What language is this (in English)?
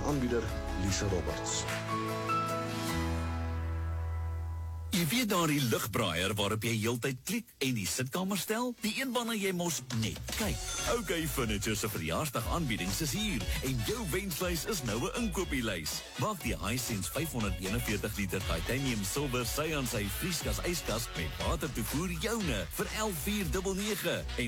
Afrikaans